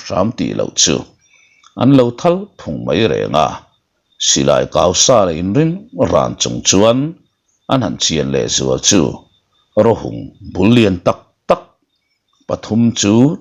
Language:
Mizo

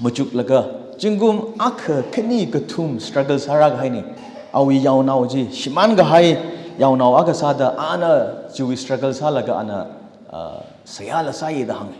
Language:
Tangkhul Naga (India)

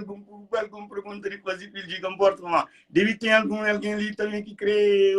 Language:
Kabuverdianu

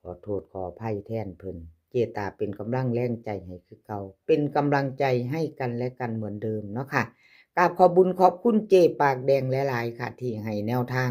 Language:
Lao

